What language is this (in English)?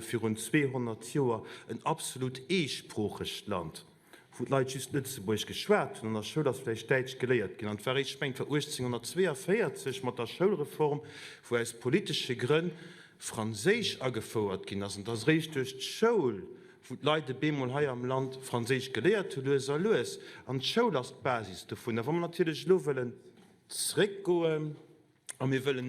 Luxembourgish